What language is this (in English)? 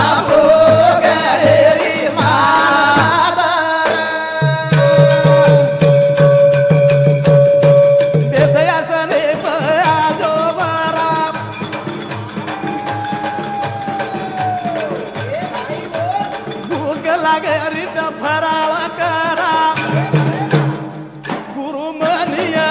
Lambadi